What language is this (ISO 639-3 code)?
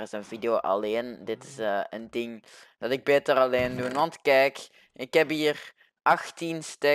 nld